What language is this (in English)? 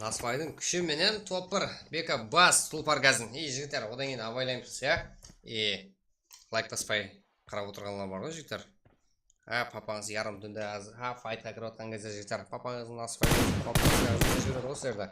Kara-Kalpak